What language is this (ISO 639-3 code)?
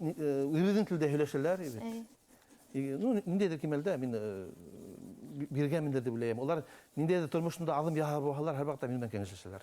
bak